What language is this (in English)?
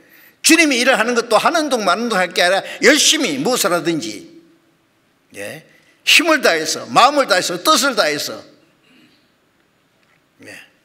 Korean